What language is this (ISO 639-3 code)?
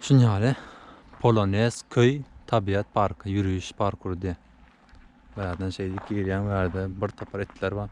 tuk